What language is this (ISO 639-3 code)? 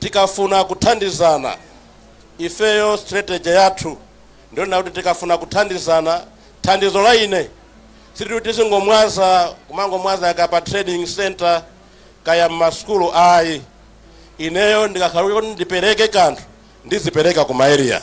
nya